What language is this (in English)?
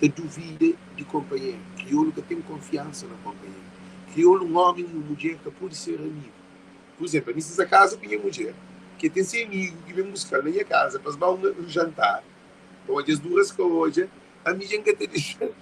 Kabuverdianu